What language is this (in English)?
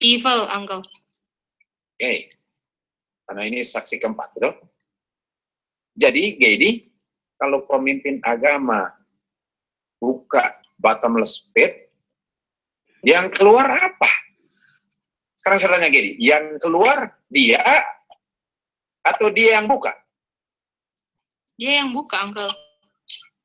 Indonesian